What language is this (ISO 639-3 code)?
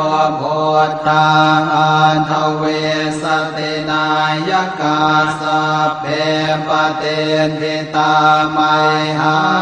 pli